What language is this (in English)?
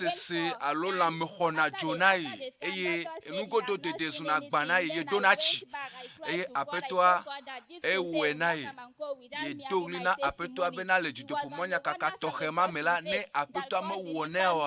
Ewe